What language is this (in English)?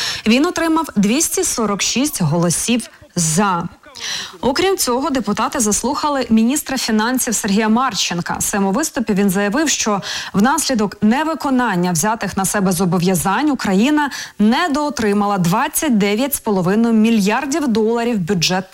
Ukrainian